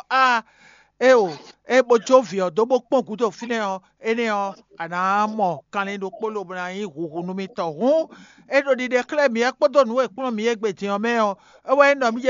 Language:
Fon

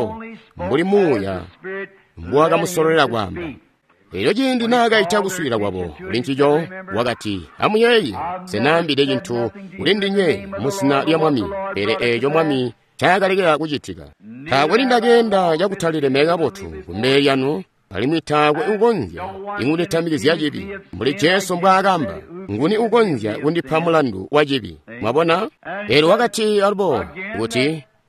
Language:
Tonga (Zambia)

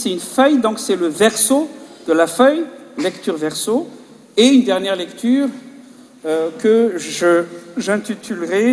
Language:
French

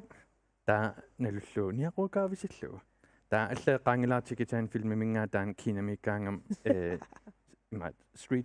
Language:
Kalaallisut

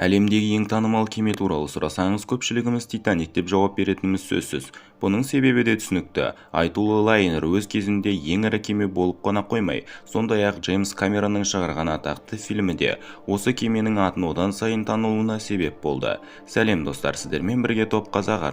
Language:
Kazakh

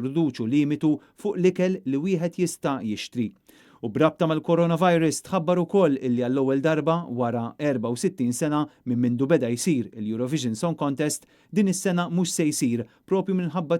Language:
Maltese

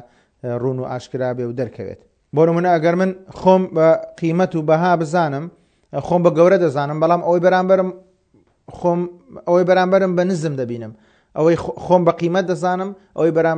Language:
Central Kurdish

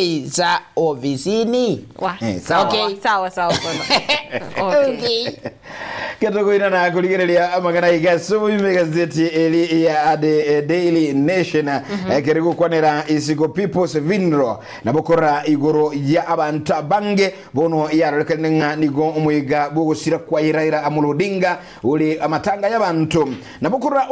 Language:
Gusii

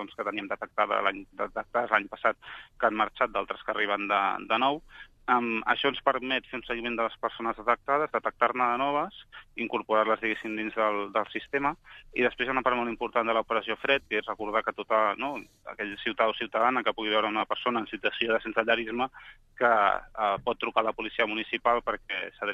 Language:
Catalan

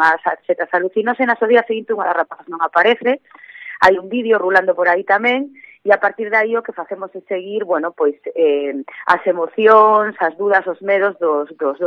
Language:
Galician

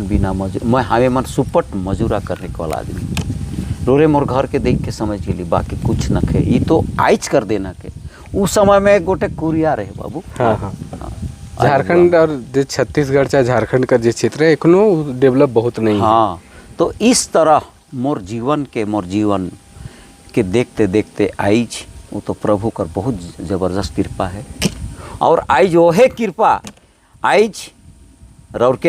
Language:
Sadri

